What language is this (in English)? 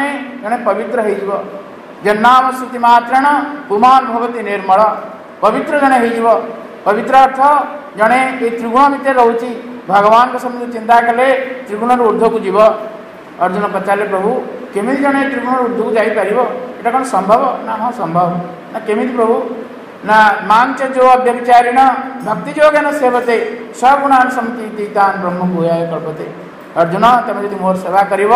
Odia